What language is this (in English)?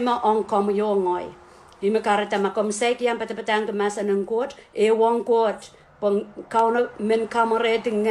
Pohnpeian